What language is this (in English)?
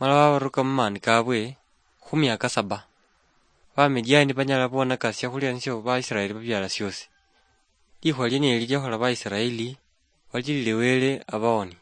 Luyia